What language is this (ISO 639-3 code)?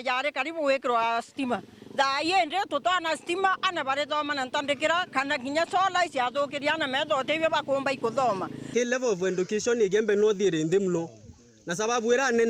mer